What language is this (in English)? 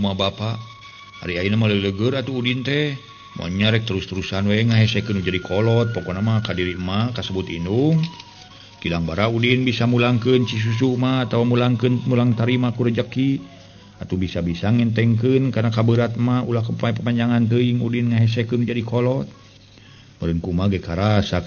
Sundanese